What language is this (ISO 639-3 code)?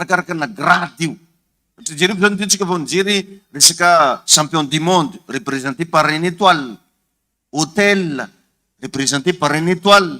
mlg